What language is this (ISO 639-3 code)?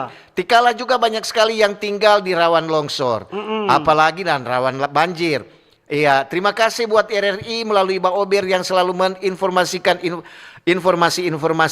xmm